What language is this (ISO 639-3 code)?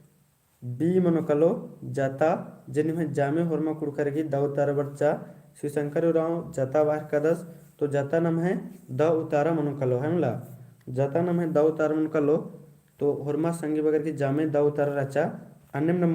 kru